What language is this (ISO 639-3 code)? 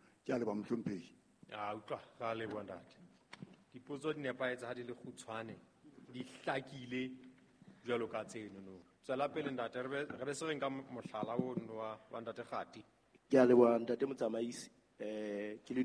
sot